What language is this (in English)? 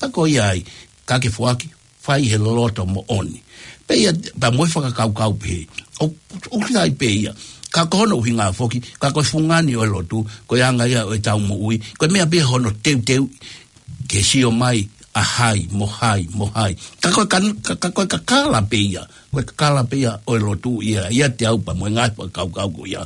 Tongan